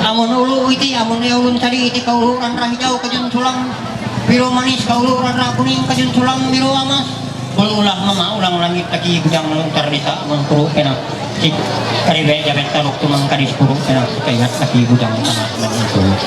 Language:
Ma'anyan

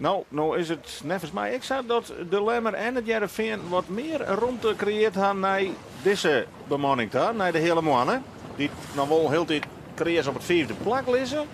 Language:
Western Frisian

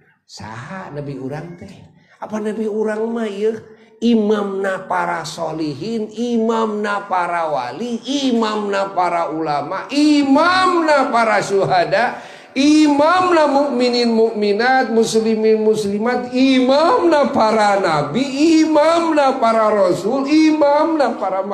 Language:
Sundanese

